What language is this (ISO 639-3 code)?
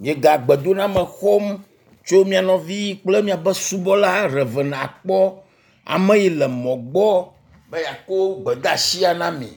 ewe